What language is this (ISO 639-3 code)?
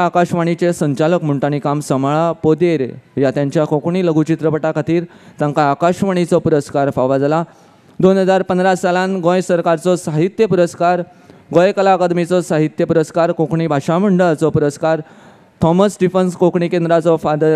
kok